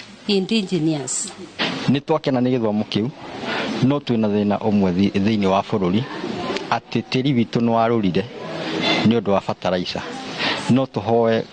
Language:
Kikuyu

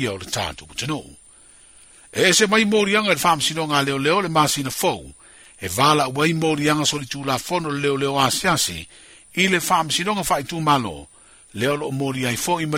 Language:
Samoan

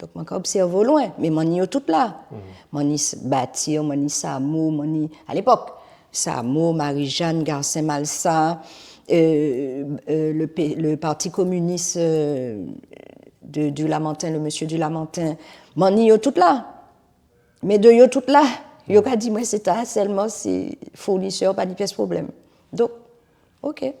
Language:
Guadeloupean Creole French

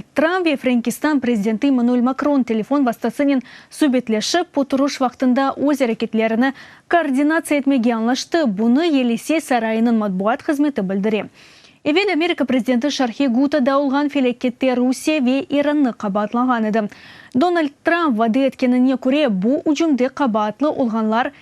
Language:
Crimean Tatar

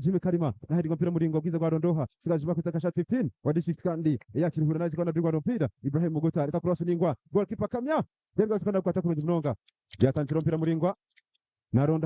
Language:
Nyankole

